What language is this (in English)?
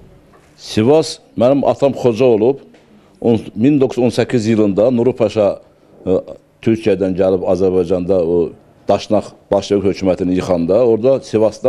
Turkish